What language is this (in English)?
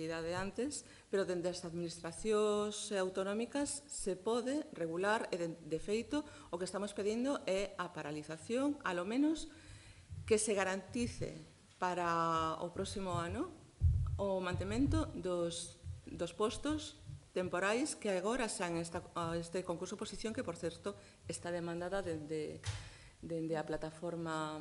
Galician